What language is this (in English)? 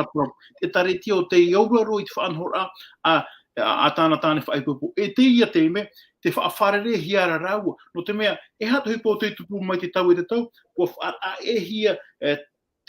Tahitian